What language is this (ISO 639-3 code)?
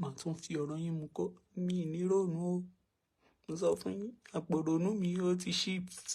yor